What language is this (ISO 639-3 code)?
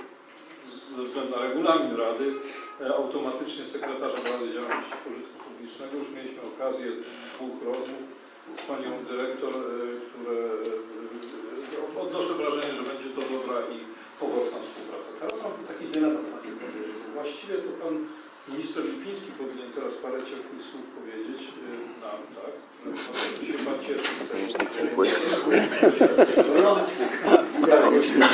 pol